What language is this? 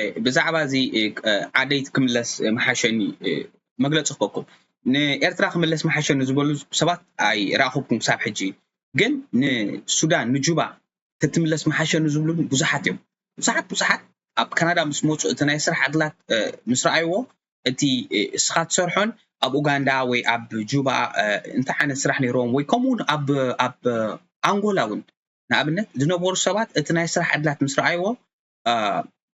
Tigrinya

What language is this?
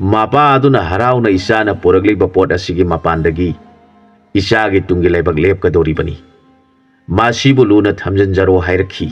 Manipuri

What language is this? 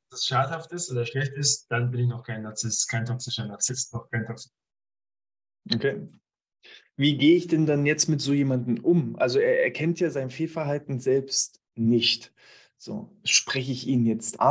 German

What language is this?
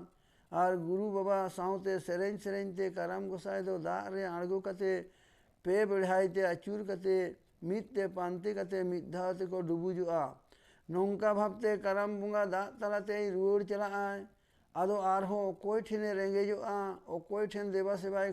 Santali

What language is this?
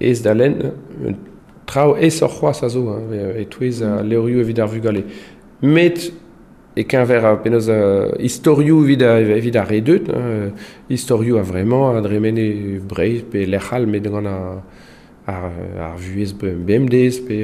Breton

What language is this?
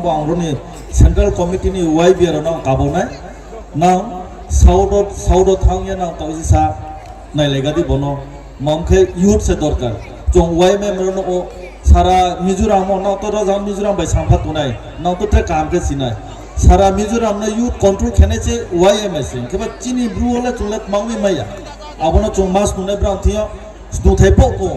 Riang (India)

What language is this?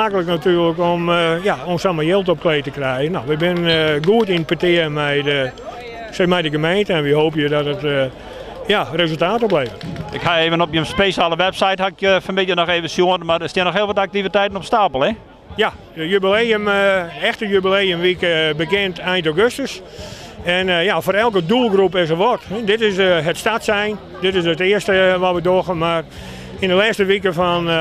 Western Frisian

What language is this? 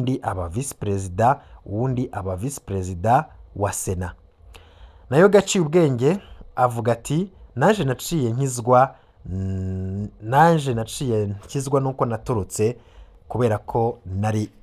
Rundi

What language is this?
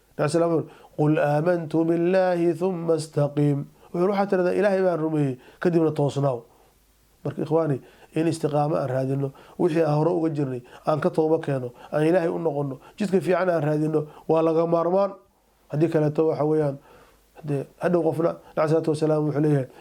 Somali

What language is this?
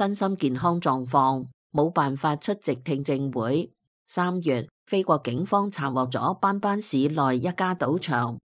Cantonese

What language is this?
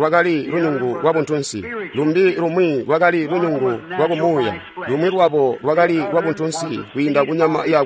Tonga (Zambia)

